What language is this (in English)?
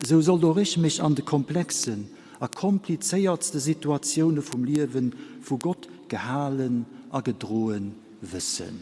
Luxembourgish